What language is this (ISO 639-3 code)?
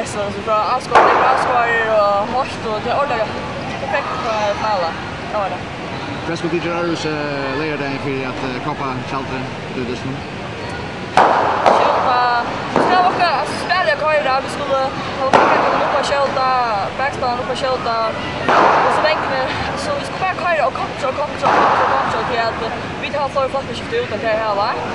fao